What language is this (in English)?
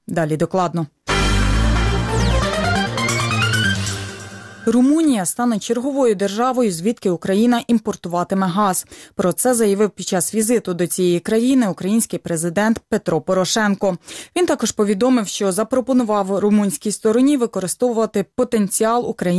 Ukrainian